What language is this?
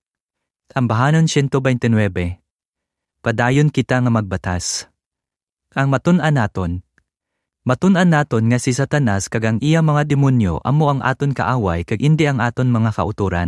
Hiligaynon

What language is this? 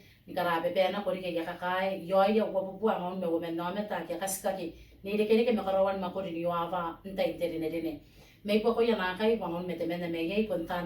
Gilbertese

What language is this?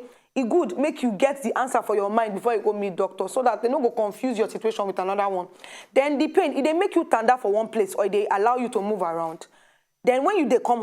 Nigerian Pidgin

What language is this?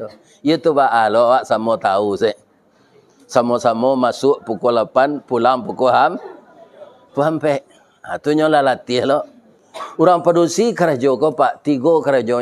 Minangkabau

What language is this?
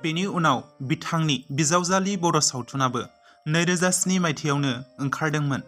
Bodo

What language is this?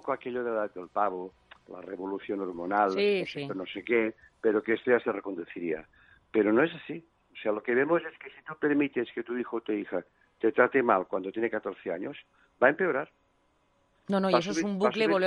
Spanish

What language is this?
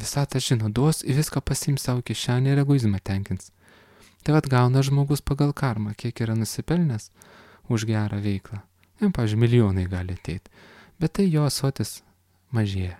Lithuanian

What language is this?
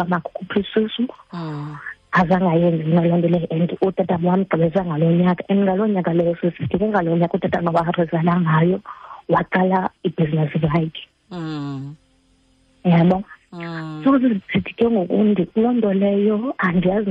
Xhosa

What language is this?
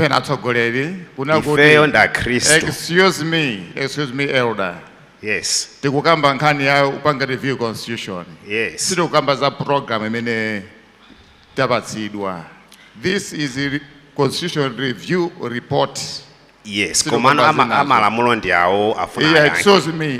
Nyanja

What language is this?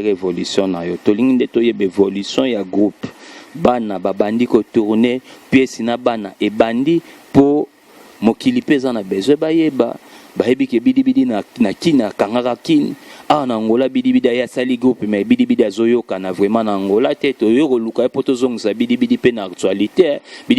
Lingala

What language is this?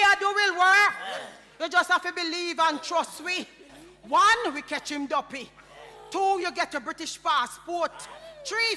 Jamaican Creole English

